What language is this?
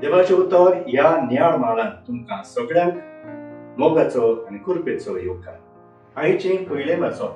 Konkani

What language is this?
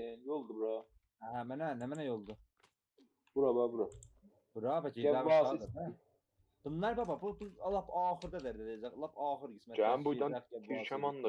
South Azerbaijani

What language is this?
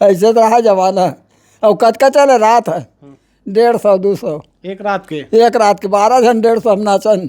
Chhattisgarhi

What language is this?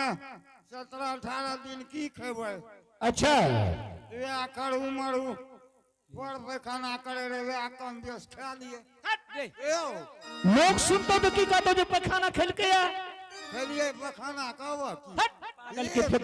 Angika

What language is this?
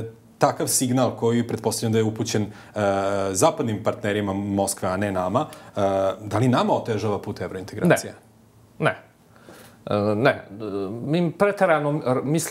Serbian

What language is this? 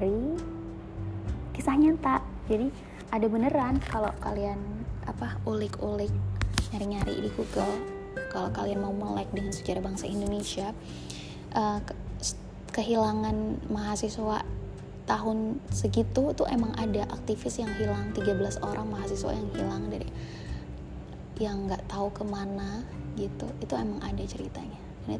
Indonesian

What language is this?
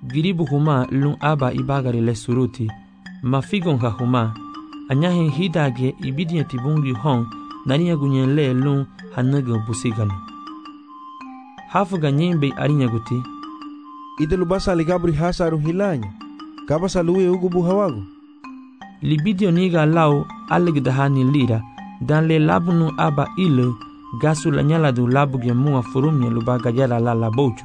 Garifuna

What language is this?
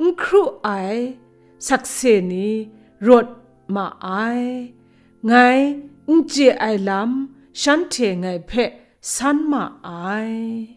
Kachin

